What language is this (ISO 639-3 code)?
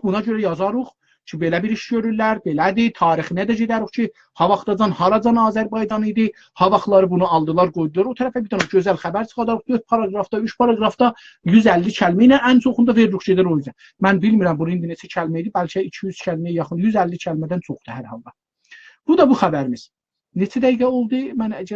azb